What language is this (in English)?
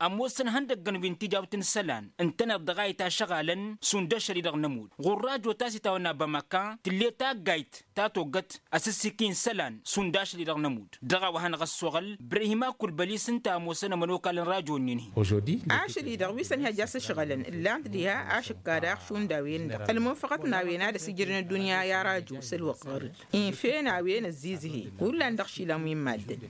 Tamasheq